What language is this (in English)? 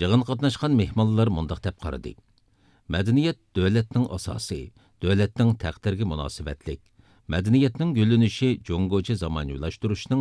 Uyghur